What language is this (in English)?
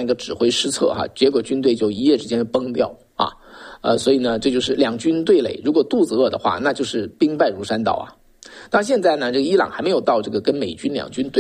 Chinese